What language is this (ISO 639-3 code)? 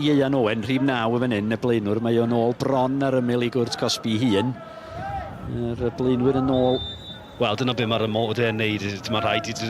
cym